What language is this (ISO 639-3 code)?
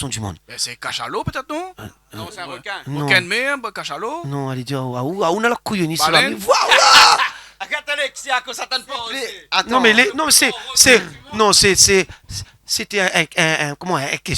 rcf